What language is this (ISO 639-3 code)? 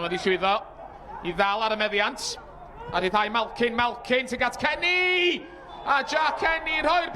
cym